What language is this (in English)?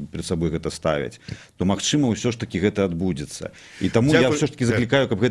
Belarusian